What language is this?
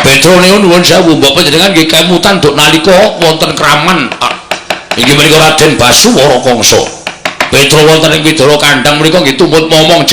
Javanese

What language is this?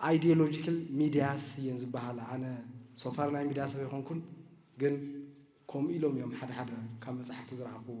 Tigrinya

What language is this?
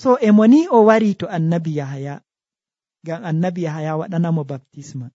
Nigerian Fulfulde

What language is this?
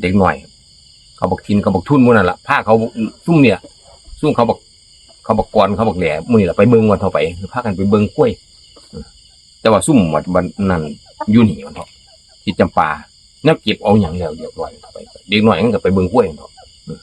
Northeastern Thai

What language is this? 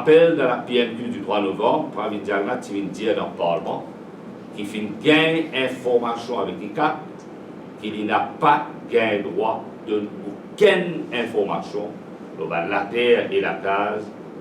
Morisyen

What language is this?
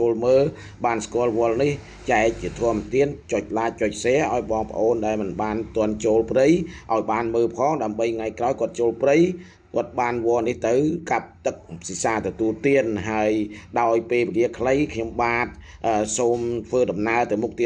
Khmer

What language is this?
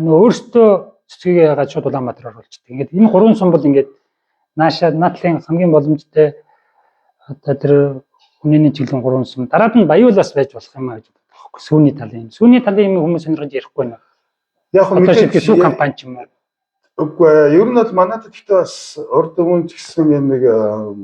Mongolian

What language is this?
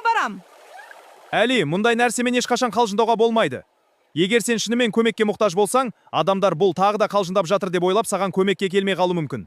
Kazakh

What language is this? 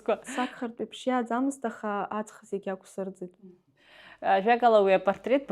Abkhazian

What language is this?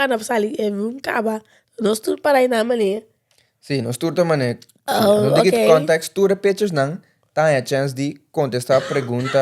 Papiamento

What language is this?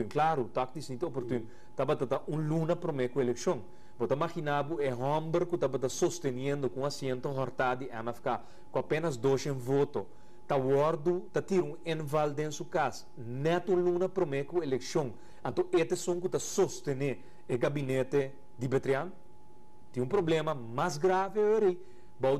Papiamento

